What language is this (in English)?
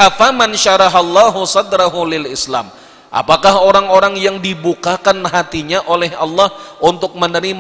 Banjar